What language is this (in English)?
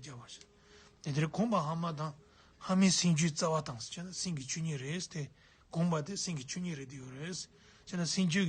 Tibetan